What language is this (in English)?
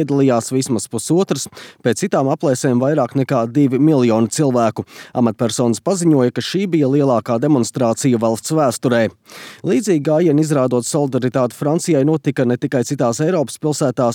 Latvian